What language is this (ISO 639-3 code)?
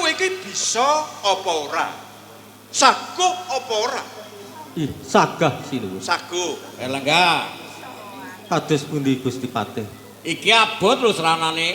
jav